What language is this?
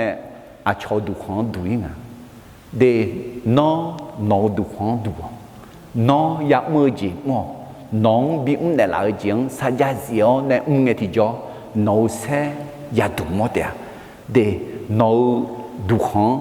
Akha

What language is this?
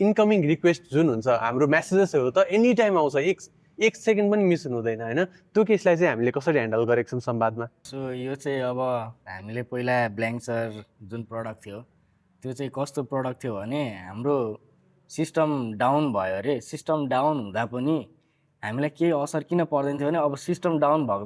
Nepali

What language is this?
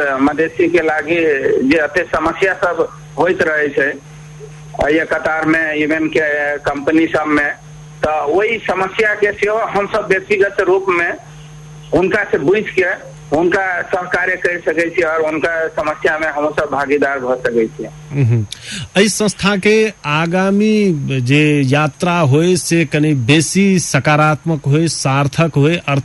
Maithili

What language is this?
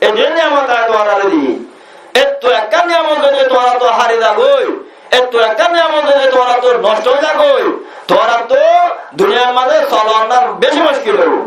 Rohingya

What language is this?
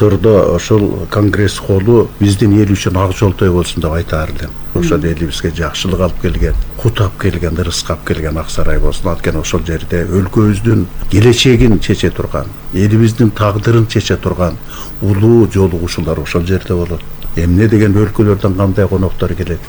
Kyrgyz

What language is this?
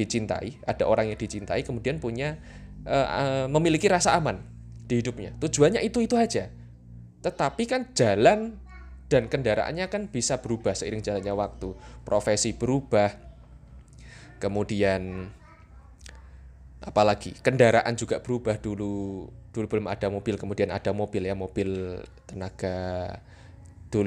Indonesian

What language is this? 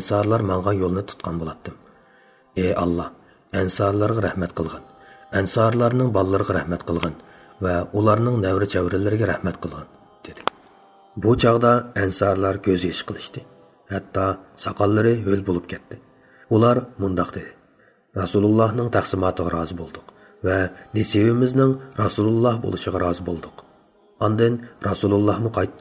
Uyghur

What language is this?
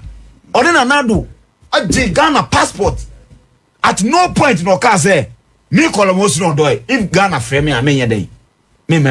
Akan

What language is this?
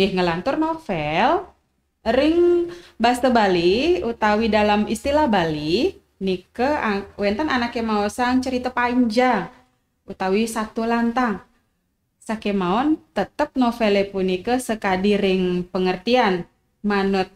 Balinese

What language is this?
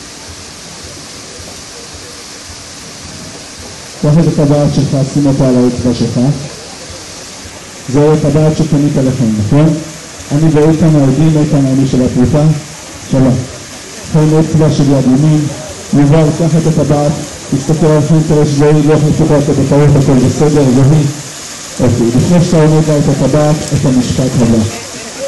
Hebrew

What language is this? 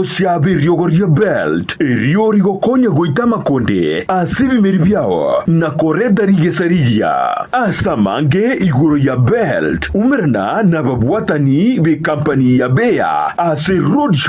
Gusii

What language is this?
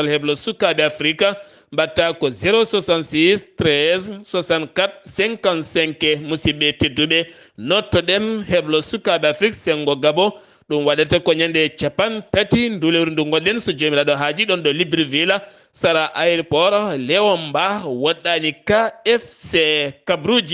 Fula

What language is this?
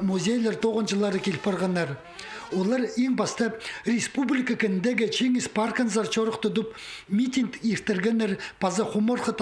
Khakas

